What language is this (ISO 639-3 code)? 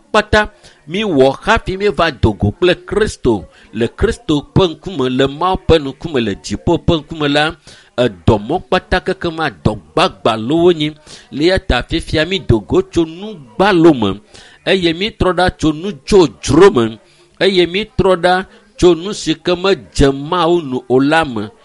ewe